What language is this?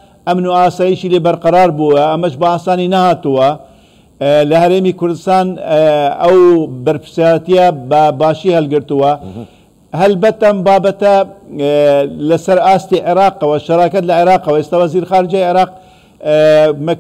Central Kurdish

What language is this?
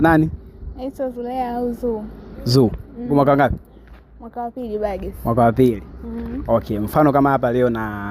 Swahili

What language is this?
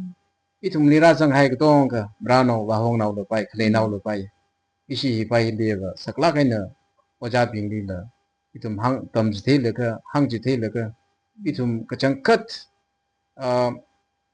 Tangkhul Naga (India)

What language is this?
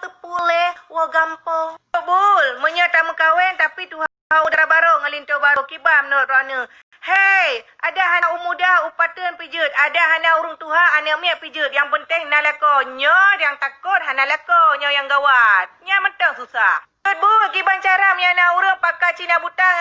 Achinese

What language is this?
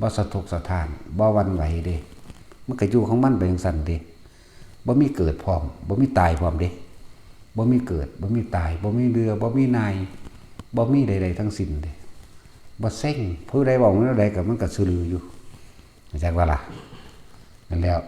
Northeastern Thai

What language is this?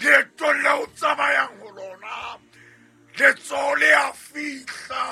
Southern Sotho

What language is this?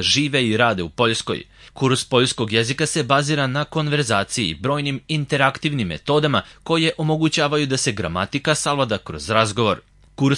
Serbian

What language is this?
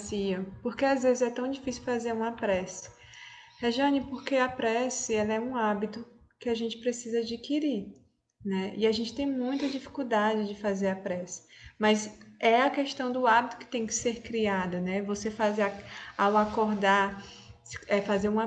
Portuguese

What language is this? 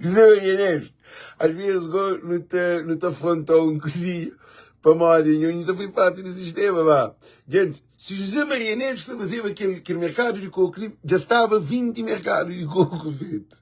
Kabuverdianu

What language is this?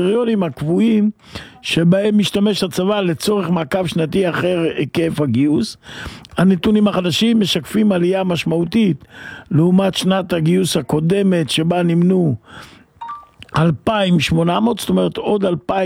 Hebrew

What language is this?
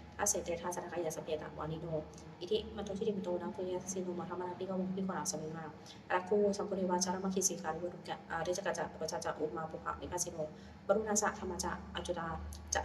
Pali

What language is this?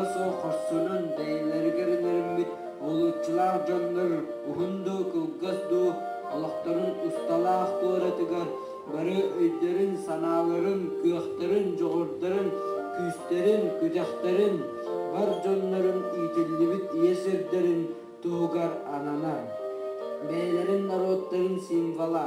Yakut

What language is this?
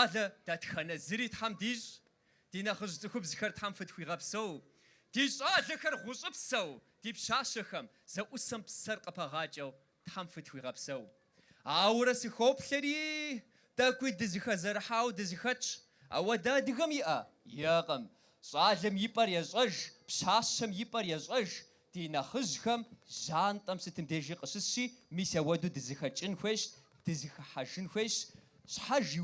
Kabardian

